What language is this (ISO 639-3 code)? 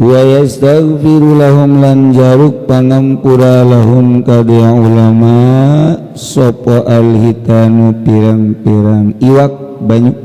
sun